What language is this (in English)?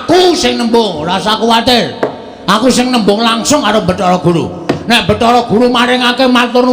Javanese